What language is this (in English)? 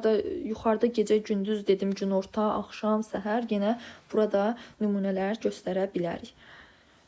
Azerbaijani